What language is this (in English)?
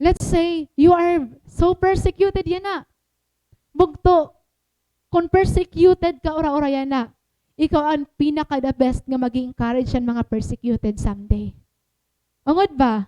Waray